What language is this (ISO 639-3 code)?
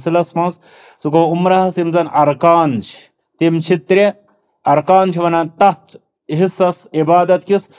kas